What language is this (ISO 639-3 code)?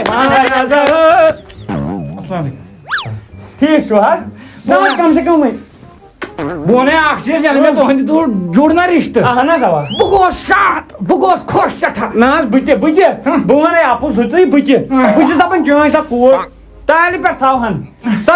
kas